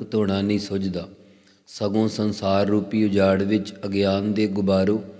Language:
Punjabi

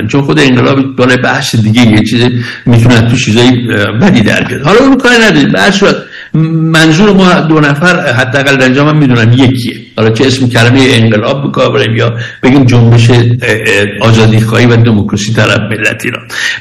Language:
Persian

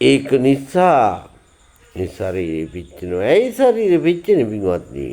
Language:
Sinhala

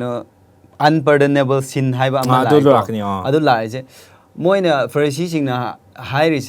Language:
Manipuri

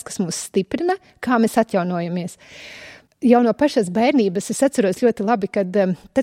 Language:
Latvian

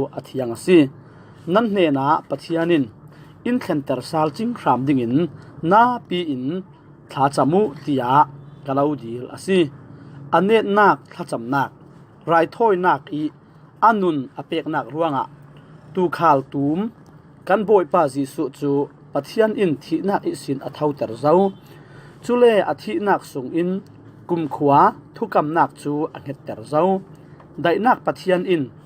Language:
Falam Chin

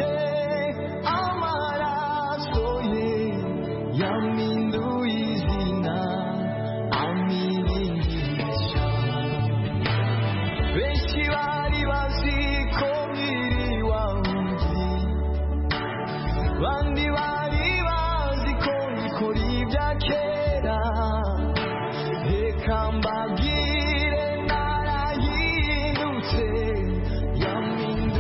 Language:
Kinyarwanda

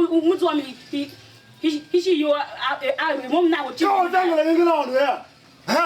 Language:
Tiv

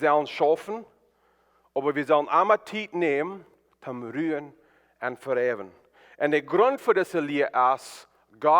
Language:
Plautdietsch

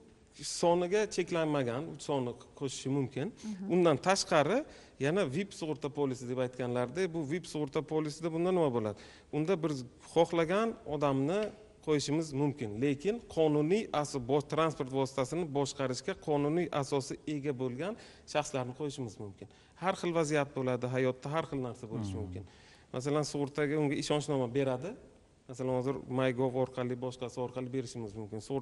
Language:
Uzbek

